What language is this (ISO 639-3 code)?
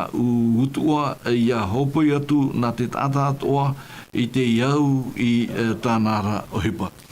tah